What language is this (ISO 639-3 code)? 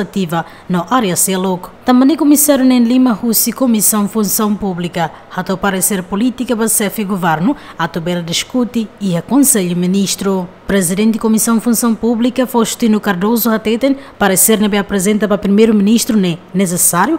tet